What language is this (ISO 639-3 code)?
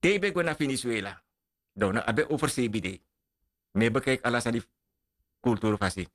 srn